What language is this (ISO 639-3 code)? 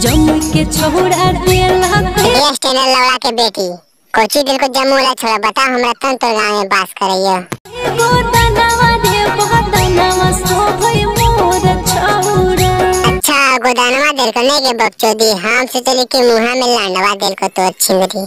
mag